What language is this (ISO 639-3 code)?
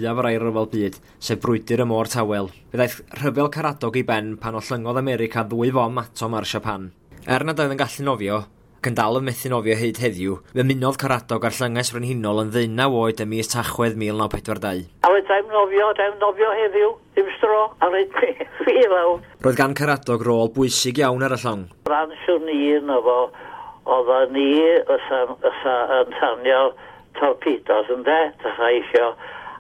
cym